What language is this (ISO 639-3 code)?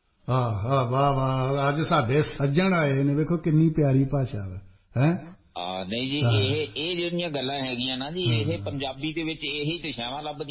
pan